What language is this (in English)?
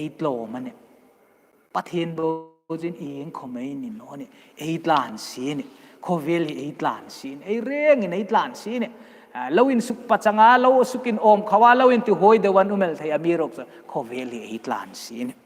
Hmar